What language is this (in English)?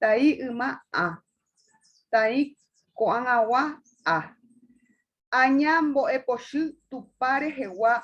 Guarani